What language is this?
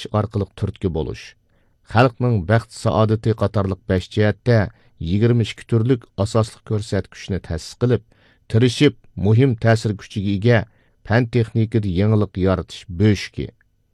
Uyghur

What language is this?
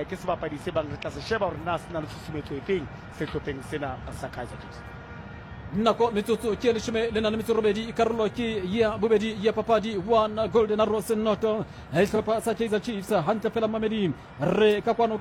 Southern Sotho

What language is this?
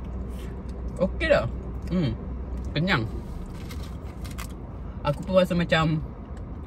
Malay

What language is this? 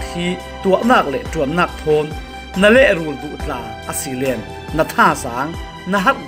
Falam Chin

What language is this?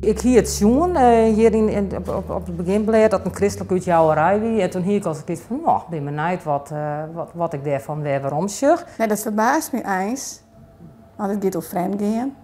Western Frisian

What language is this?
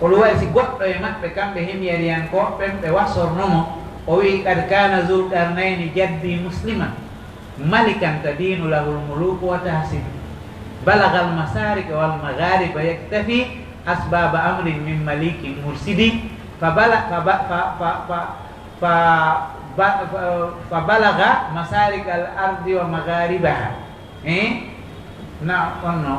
Pular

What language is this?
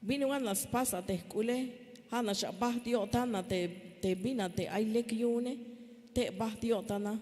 Tzeltal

